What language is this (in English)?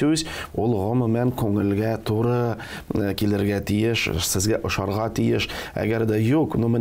Tatar